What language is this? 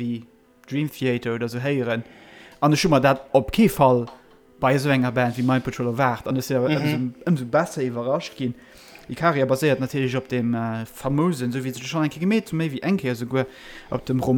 Luxembourgish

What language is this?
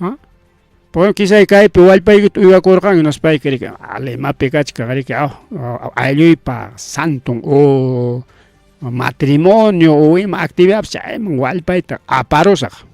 Ayacucho Quechua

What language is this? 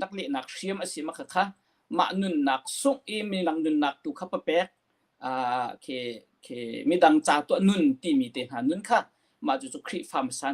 Hakha Chin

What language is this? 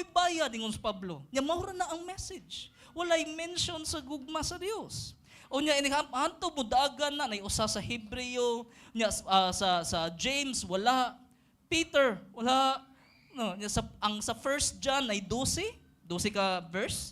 Cebuano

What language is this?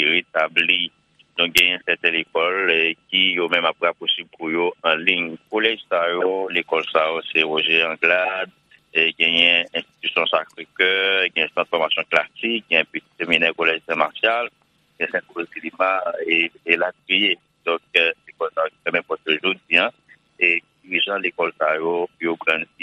Haitian Creole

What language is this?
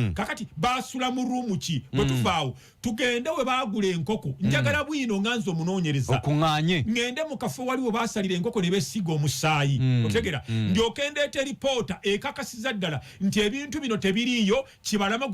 Ganda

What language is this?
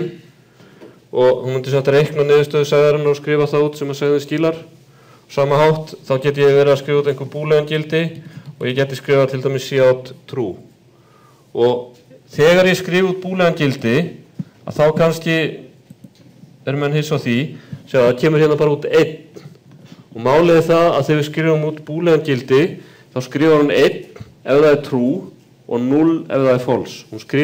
Icelandic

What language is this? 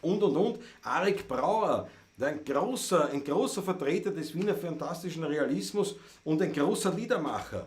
Bavarian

